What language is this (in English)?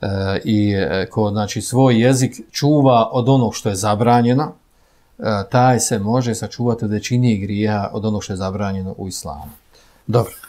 Bosnian